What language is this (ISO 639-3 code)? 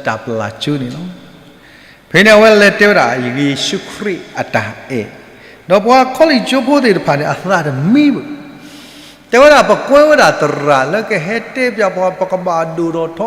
ksw